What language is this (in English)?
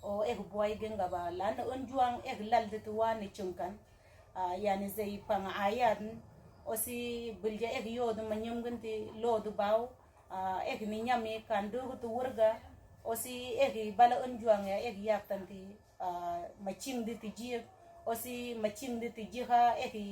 Mabaan